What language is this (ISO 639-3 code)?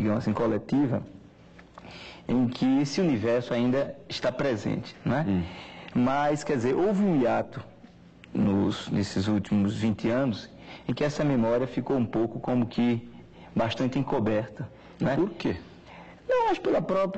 por